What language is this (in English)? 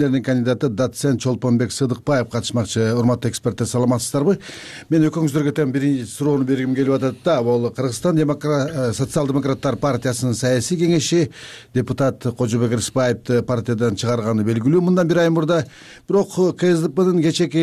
Kyrgyz